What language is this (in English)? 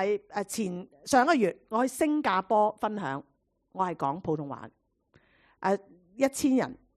Cantonese